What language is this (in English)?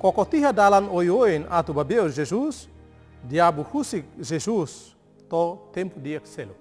Tetum